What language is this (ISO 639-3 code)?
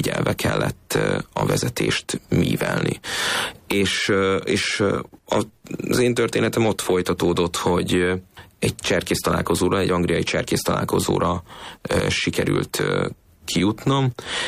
hun